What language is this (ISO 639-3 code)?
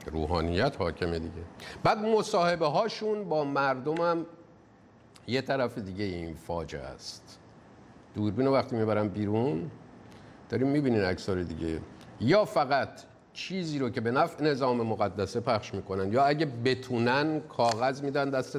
fas